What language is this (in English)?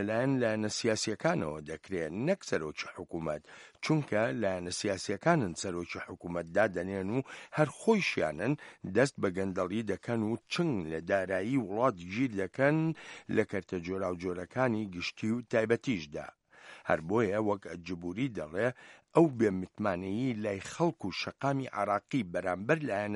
Central Kurdish